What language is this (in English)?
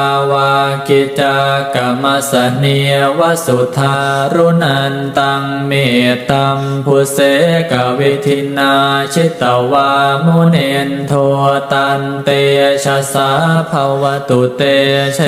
Pali